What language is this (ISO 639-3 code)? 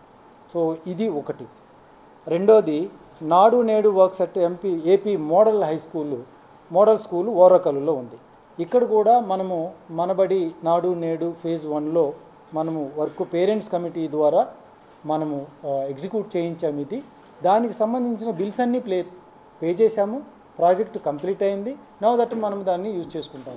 tel